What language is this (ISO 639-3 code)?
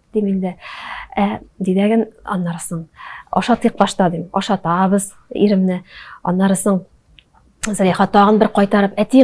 tat